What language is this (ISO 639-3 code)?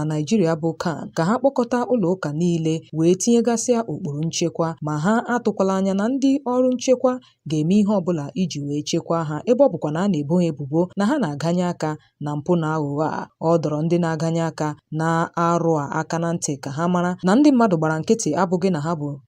ibo